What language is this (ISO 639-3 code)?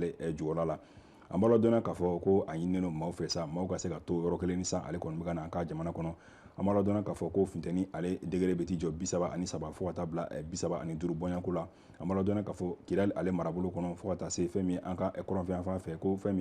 bam